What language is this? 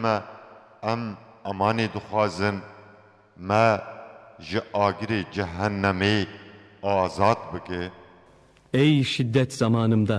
Kurdish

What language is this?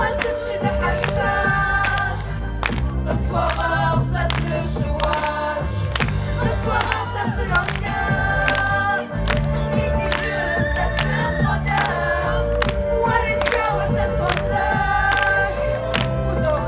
Kabardian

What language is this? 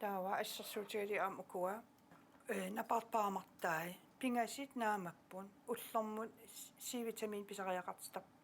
Kalaallisut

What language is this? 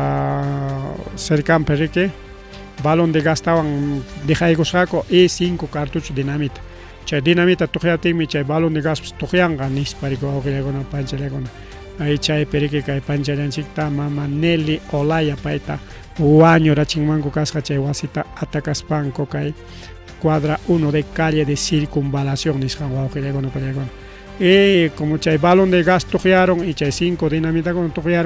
Ayacucho Quechua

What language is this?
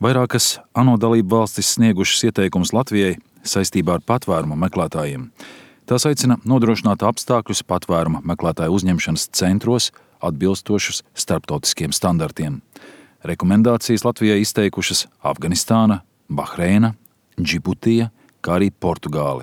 Latvian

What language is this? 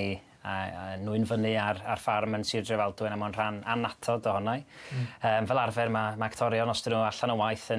Welsh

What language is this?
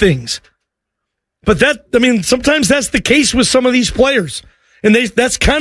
English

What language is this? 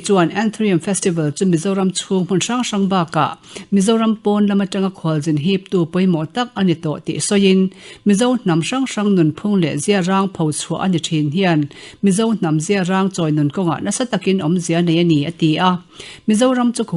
Mizo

